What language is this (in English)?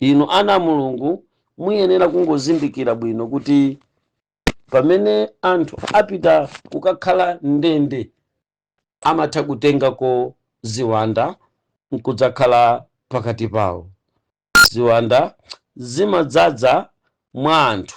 Nyanja